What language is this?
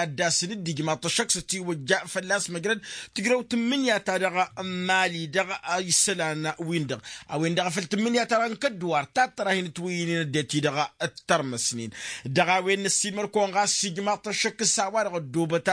Tamasheq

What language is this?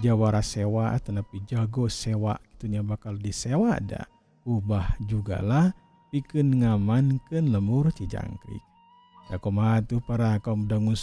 Sundanese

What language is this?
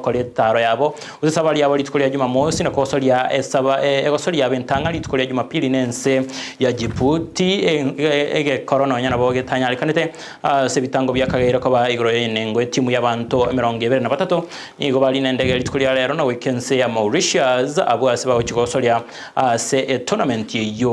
Gusii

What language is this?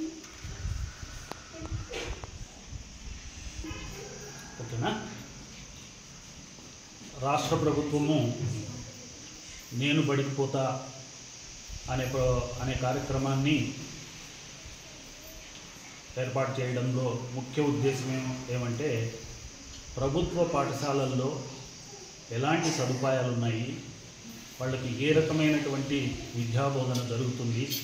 Telugu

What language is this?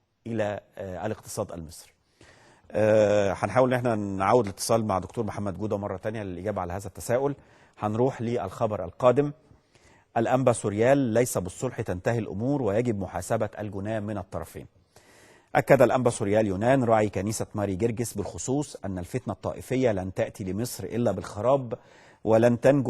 Egyptian Arabic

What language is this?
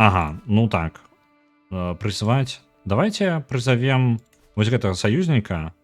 Belarusian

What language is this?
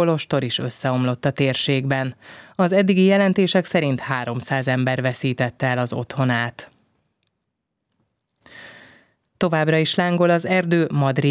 Hungarian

